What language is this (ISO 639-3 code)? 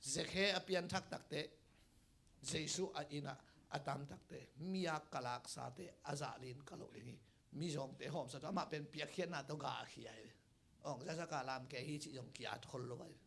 ctd